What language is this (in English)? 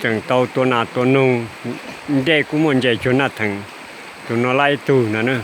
Hmong